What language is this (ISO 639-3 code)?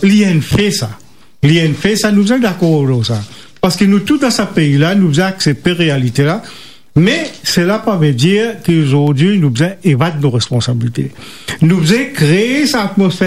mfe